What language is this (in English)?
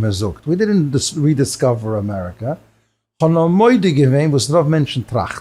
Yiddish